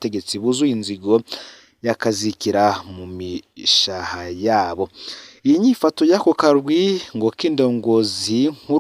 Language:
Rundi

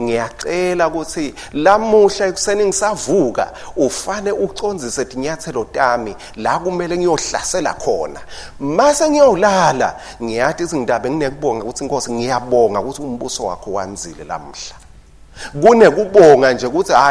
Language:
Swati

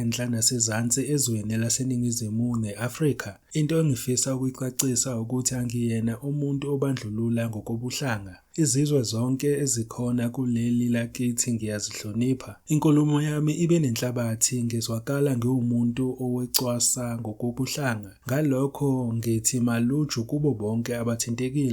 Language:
Zulu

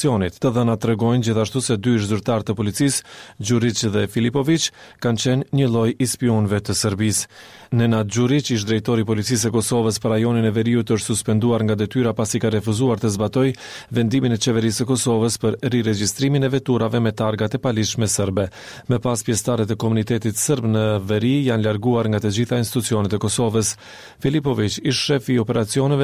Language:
Albanian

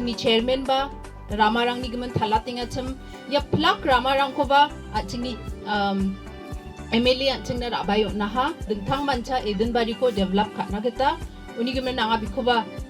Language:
Garo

